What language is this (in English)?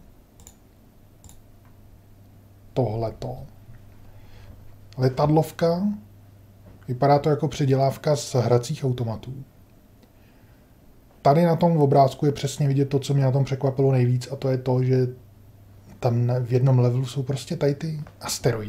Czech